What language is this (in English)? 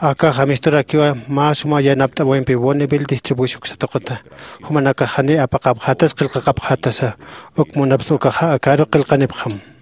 Aymara